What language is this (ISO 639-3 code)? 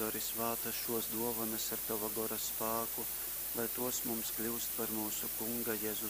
ltg